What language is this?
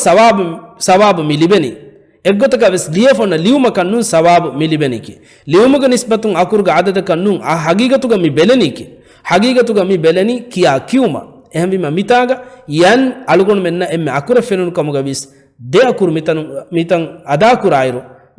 Divehi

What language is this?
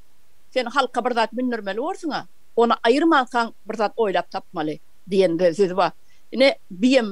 Turkmen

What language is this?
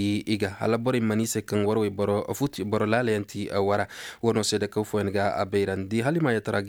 Koyraboro Senni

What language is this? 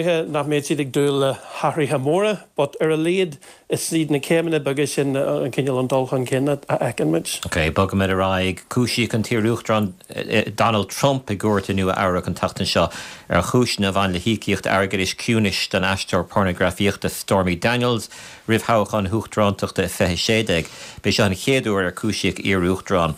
Irish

